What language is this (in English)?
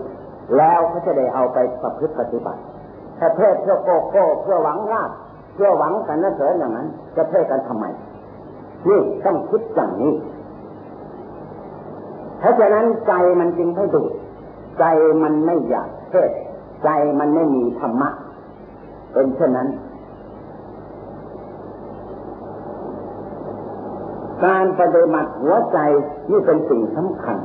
Thai